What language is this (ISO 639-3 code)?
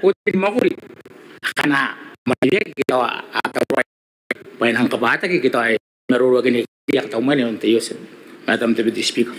gil